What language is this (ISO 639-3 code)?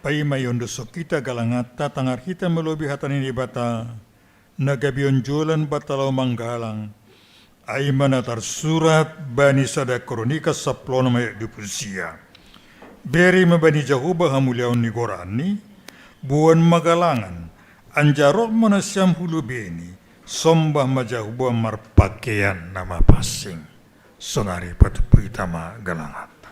bts